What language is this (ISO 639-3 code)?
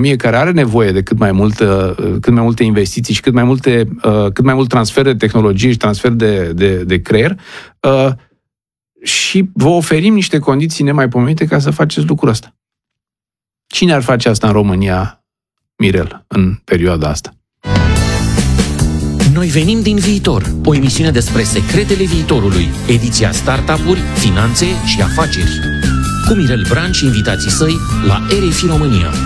ron